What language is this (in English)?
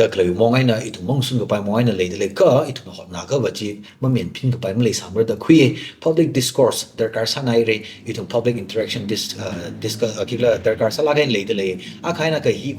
Tangkhul Naga (India)